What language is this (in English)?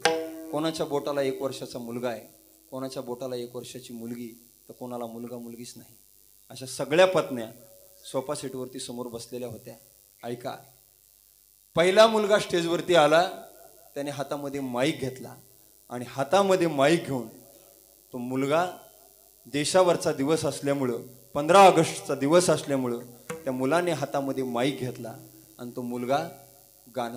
Marathi